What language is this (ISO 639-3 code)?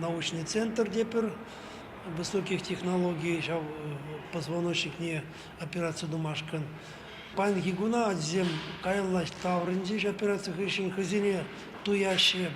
chv